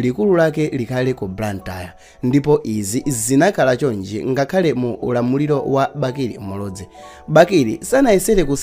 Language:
Nyanja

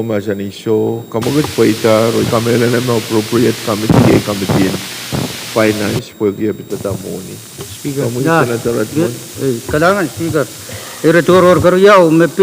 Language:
Pohnpeian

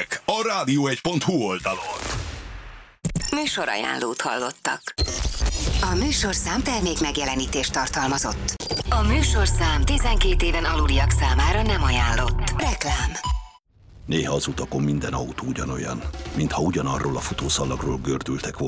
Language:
Hungarian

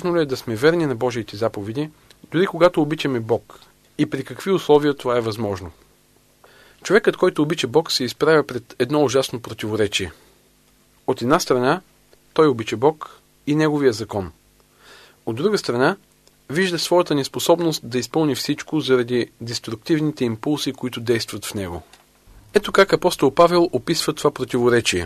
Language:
Bulgarian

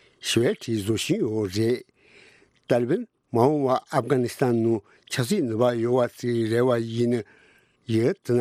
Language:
Tibetan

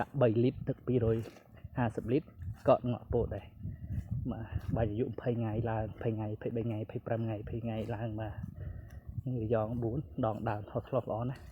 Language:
Khmer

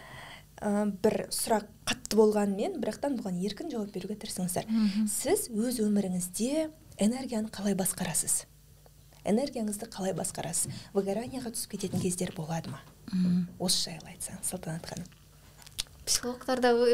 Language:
Kazakh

